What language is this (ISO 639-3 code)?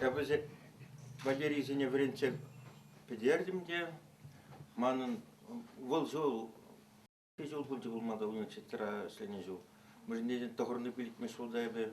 chv